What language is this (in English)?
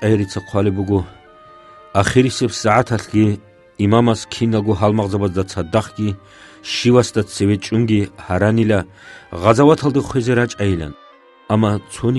Avaric